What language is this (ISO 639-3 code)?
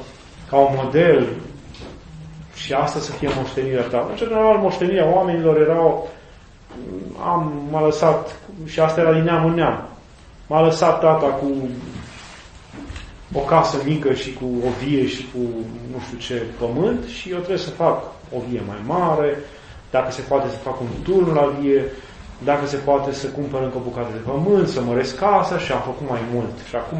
ron